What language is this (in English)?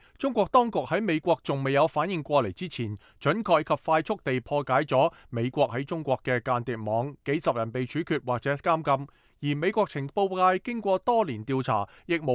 Cantonese